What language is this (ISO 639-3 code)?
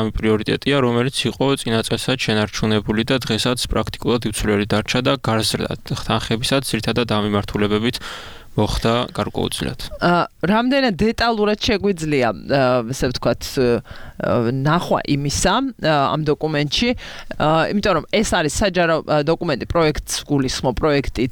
kat